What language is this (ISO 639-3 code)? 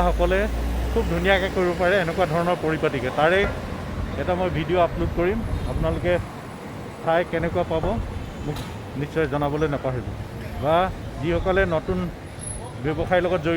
asm